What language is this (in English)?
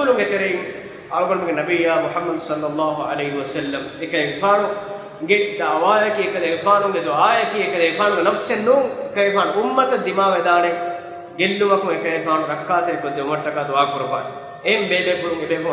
Divehi